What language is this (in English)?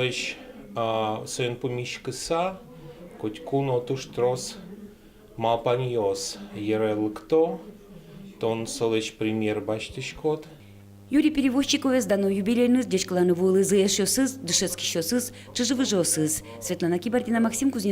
Udmurt